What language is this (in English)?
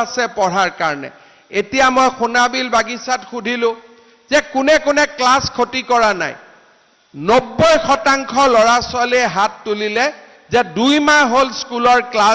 Assamese